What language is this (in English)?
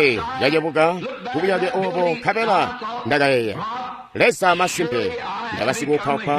Tonga (Zambia)